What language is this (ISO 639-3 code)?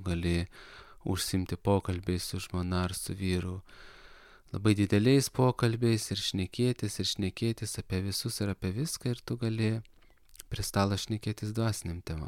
lit